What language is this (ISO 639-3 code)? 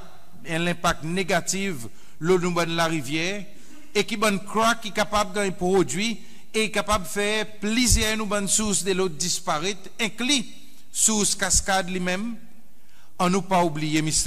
crs